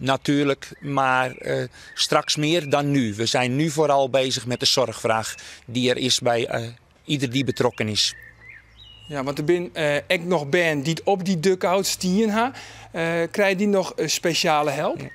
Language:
Western Frisian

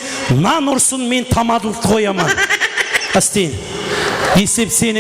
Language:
Kara-Kalpak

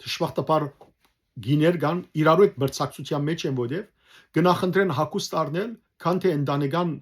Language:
Western Armenian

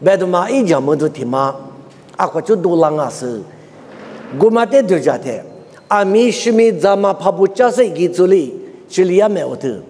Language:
Lisu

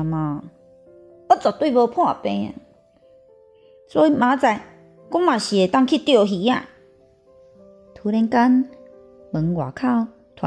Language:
Min Nan Chinese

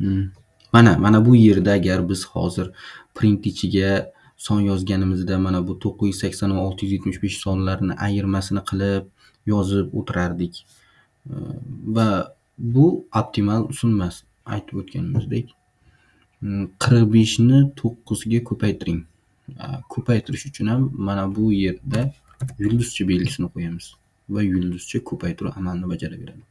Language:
Uzbek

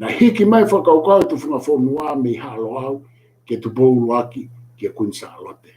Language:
Tongan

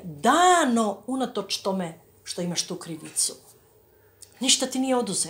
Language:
Croatian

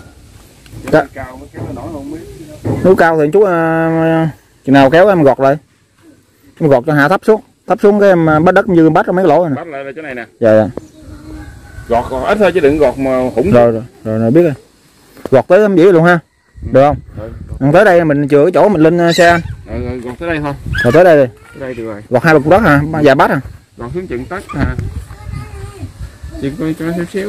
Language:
Vietnamese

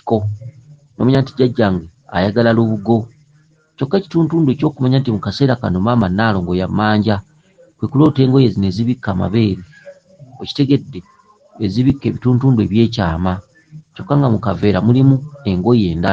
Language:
Ganda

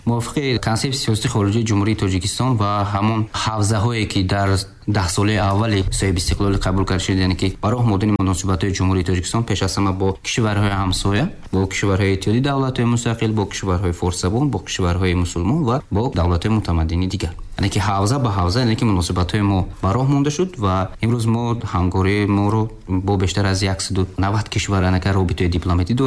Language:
Tajik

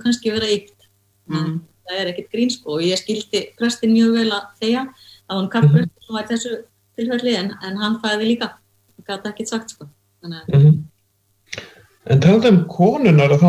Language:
Icelandic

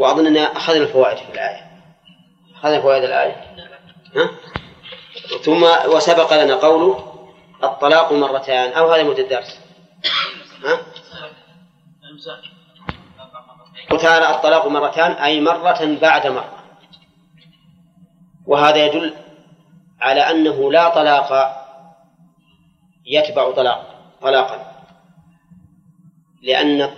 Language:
Arabic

